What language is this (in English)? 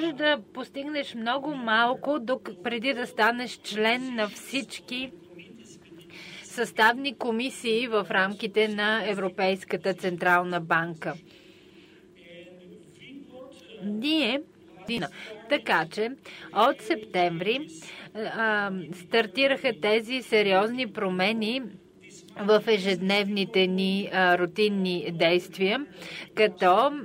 Bulgarian